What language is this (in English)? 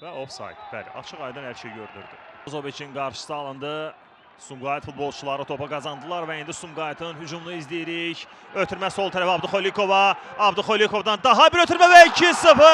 Azerbaijani